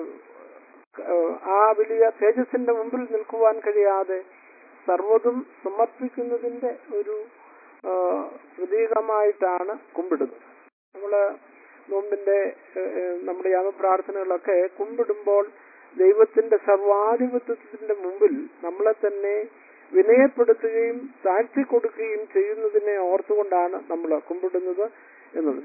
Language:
Malayalam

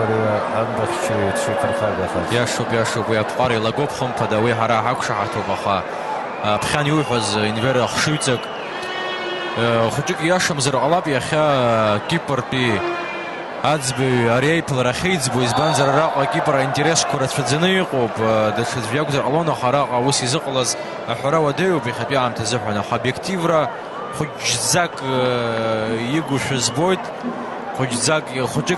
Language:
Abkhazian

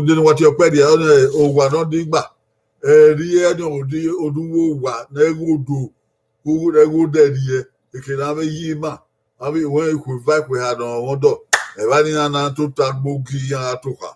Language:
Bini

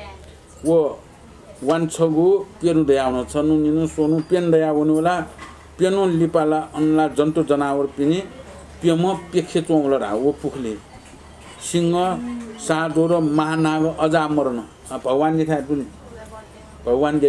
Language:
Newari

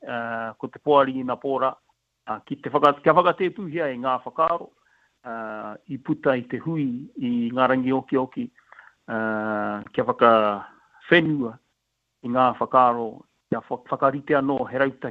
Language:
Māori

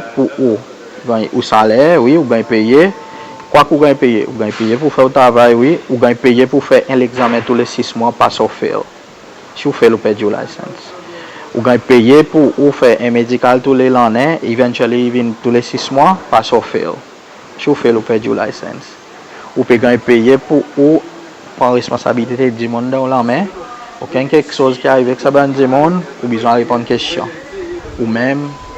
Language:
Seselwa Creole French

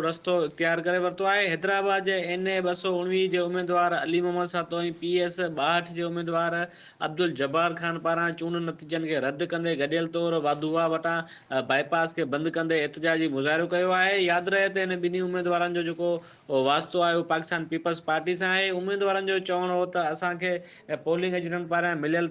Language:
Sindhi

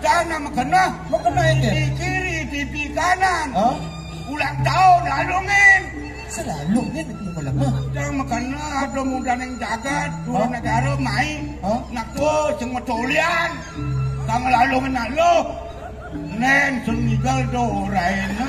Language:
Balinese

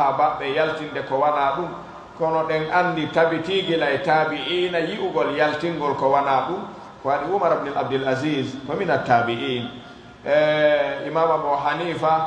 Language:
Pular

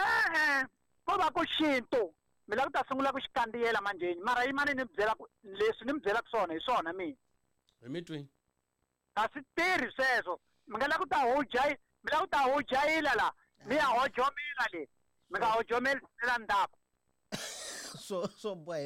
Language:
Tsonga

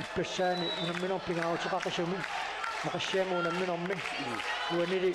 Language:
Kalaallisut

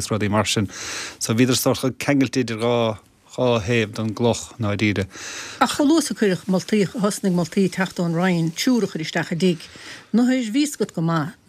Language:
Irish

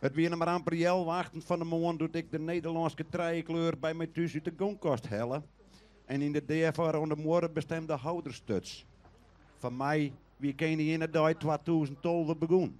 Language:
Western Frisian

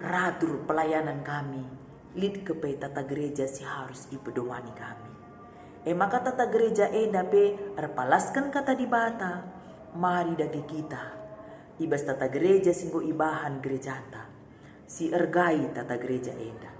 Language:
Batak Karo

